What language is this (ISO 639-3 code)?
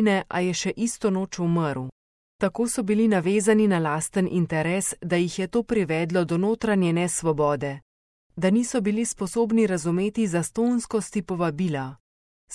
slv